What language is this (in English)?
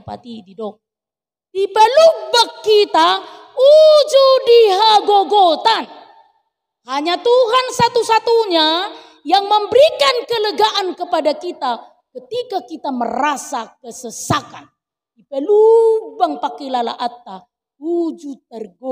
Batak Toba